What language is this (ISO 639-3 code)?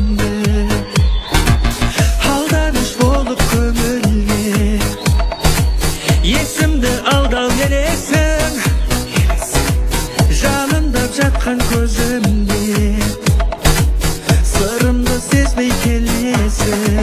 kaz